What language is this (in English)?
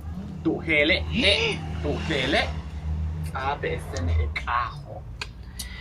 Yucateco